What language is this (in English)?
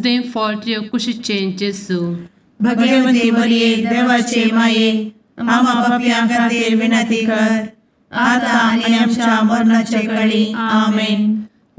Konkani